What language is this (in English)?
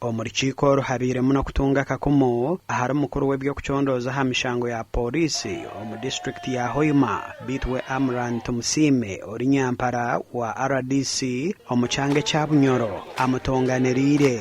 Nyankole